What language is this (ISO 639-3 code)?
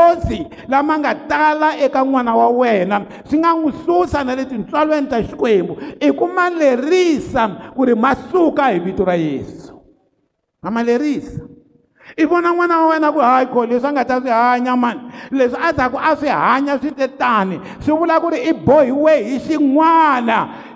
tso